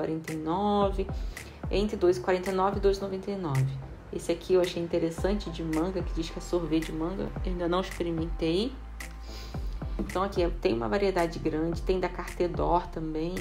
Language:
Portuguese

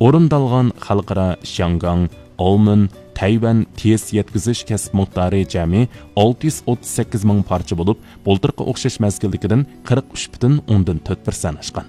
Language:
Uyghur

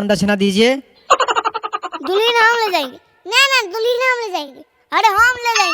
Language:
Magahi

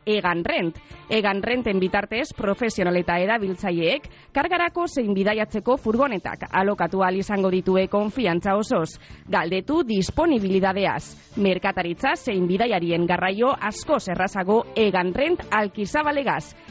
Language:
Basque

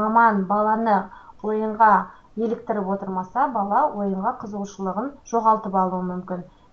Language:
Kazakh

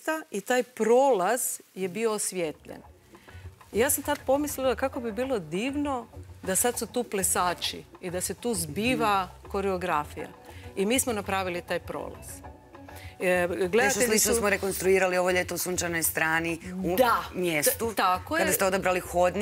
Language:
Croatian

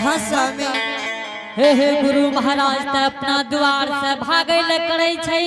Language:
Angika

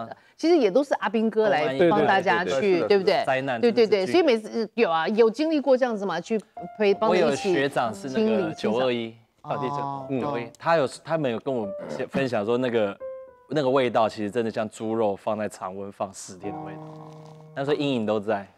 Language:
Chinese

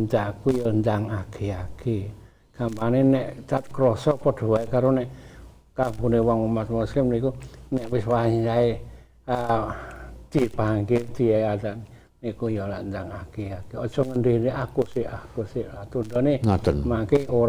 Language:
Javanese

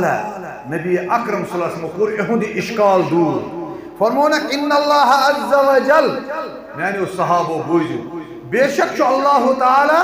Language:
Kashmiri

